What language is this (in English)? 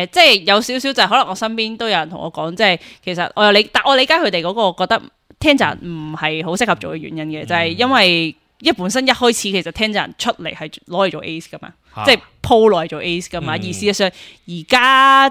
Cantonese